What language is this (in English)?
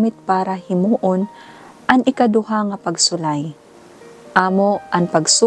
Waray